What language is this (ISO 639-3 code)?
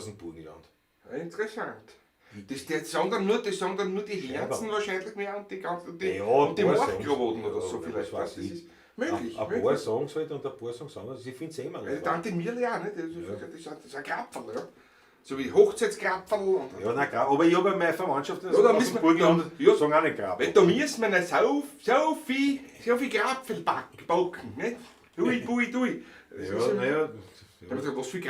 bar